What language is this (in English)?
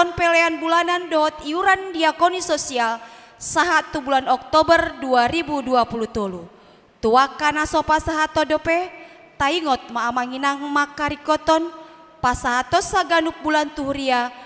Batak Toba